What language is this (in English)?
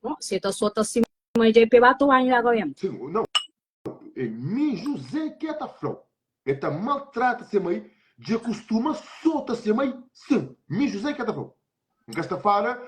Kabuverdianu